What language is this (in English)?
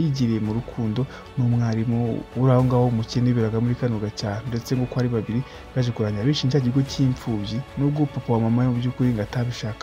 Kinyarwanda